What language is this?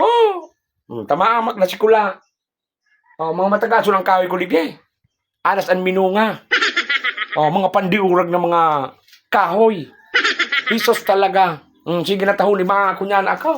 Bikol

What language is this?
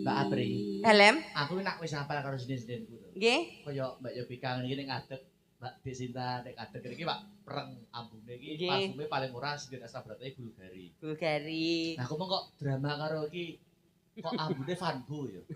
Javanese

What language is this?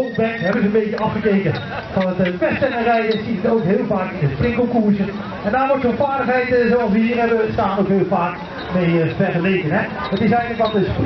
Dutch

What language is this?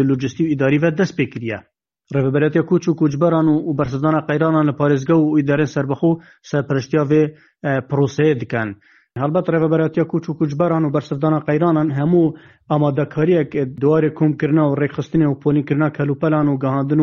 Kurdish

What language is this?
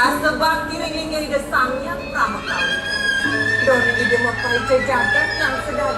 Balinese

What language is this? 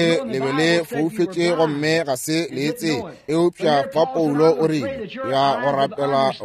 Northern Sotho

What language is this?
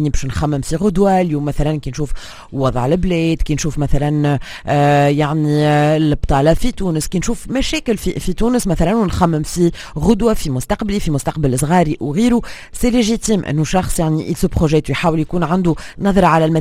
Tunisian Arabic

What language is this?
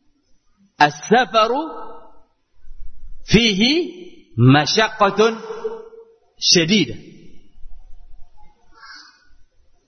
Indonesian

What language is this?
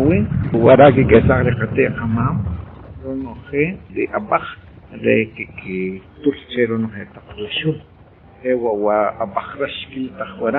Achi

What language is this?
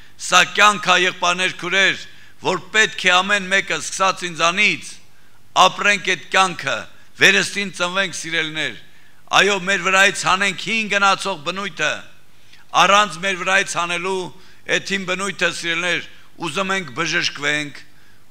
Armenian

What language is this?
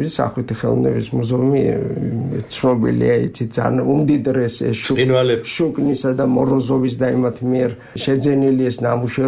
Georgian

